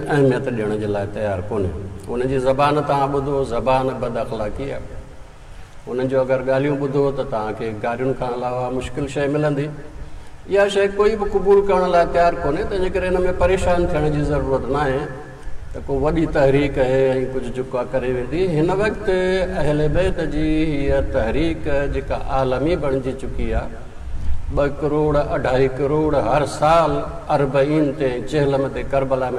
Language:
Sindhi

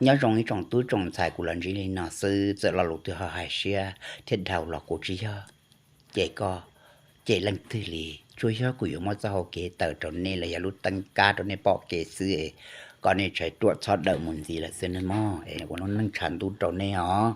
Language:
Hmong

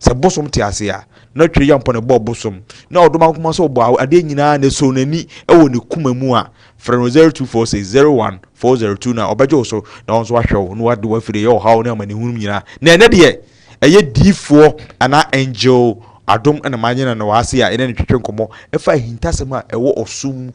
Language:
Akan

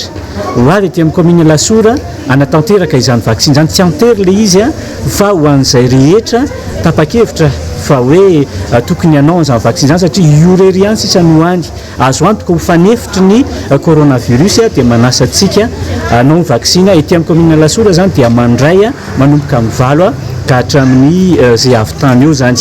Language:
Malagasy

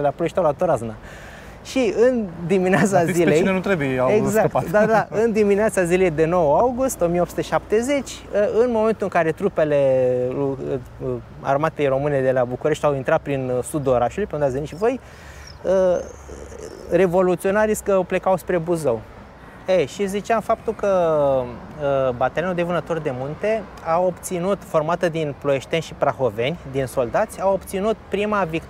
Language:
Romanian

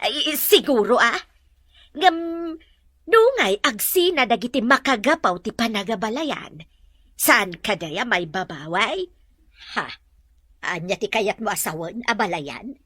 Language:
Iloko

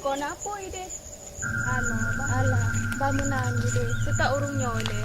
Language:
Achinese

